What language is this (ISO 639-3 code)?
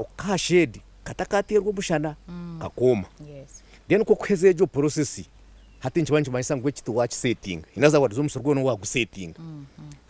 nyn